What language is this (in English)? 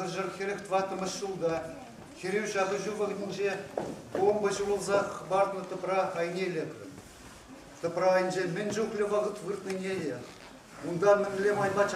Chuvash